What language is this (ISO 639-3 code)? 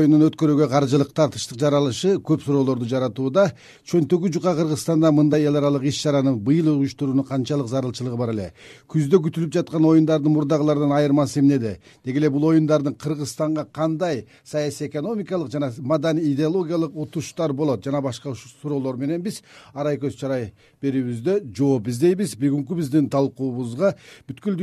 kir